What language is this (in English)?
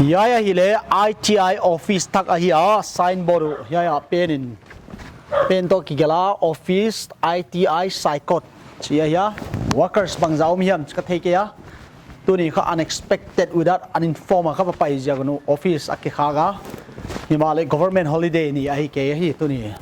Paite Chin